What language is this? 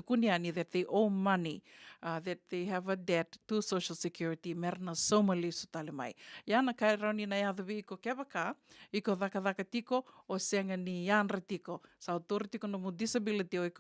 Fijian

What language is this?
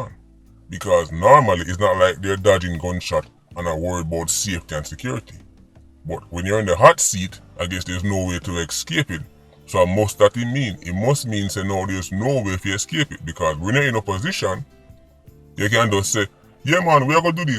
Jamaican Creole English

